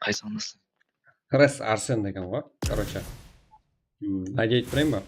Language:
Kara-Kalpak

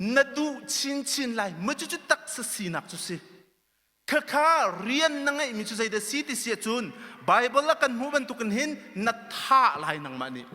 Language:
Hakha Chin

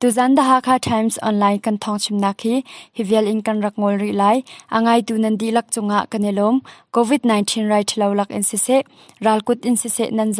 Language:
Hakha Chin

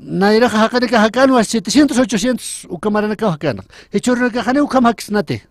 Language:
Aymara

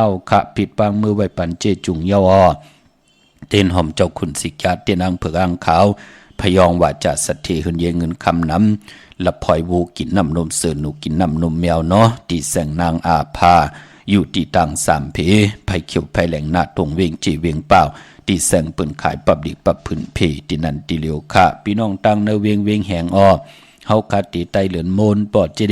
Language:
Shan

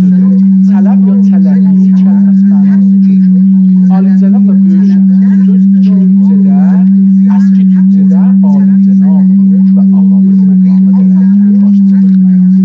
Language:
South Azerbaijani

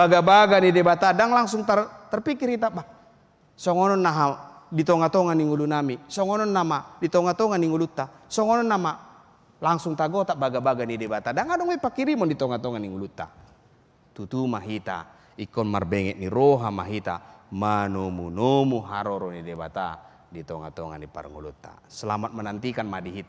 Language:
Batak Toba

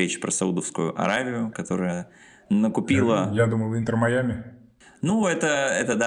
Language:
Russian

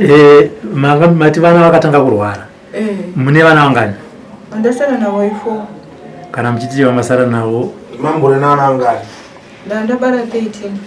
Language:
Shona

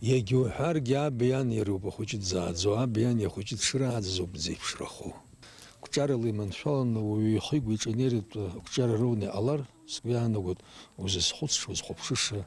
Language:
Abkhazian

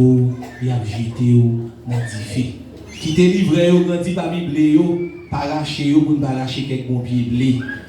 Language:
Haitian Creole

